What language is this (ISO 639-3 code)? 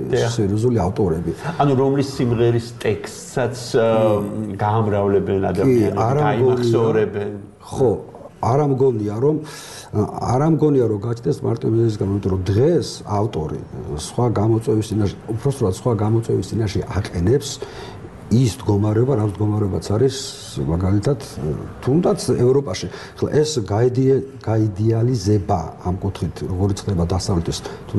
kat